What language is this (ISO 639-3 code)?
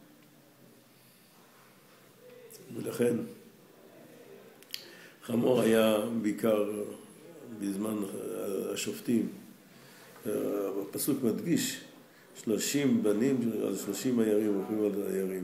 heb